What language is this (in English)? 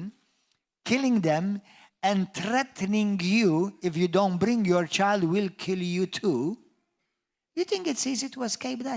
English